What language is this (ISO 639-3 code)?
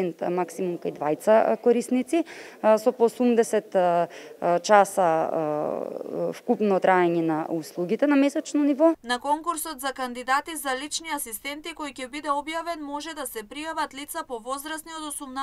mkd